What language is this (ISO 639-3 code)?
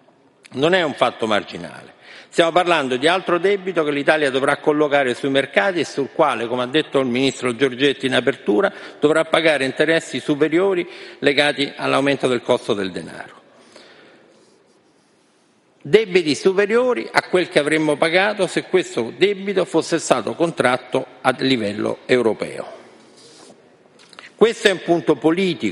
ita